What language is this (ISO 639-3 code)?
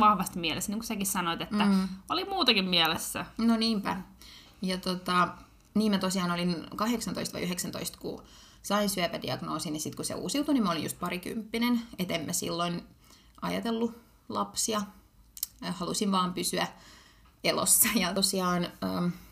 fin